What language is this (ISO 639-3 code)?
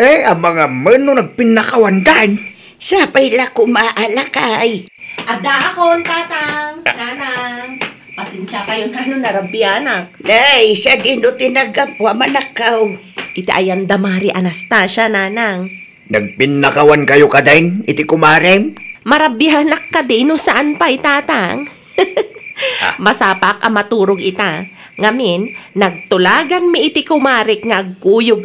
ilo